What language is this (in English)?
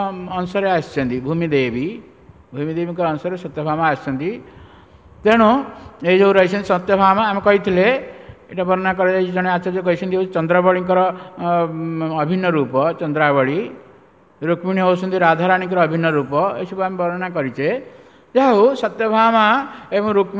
Odia